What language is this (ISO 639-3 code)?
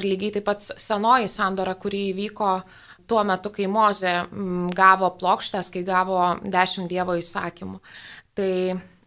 lit